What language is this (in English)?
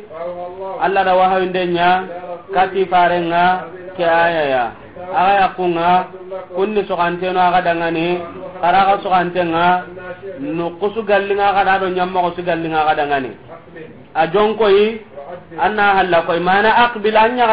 Soninke